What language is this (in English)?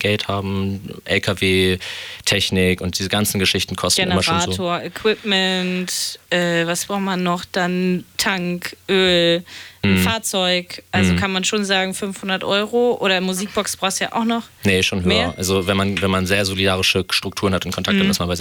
German